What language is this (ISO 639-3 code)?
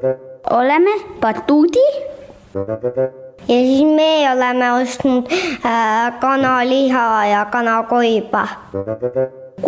est